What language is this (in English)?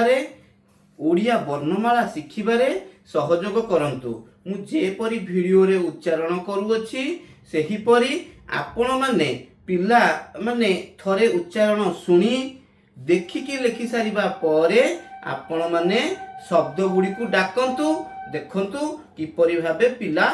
Odia